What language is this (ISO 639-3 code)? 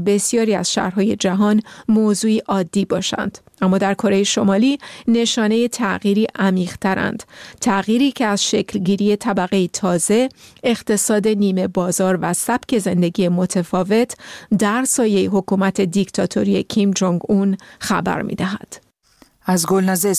fas